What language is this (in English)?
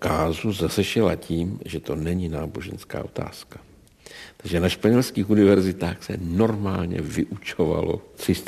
Czech